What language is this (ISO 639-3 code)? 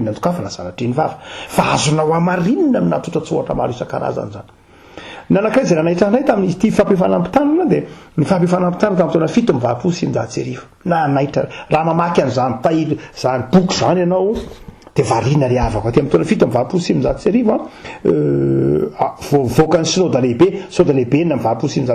mlg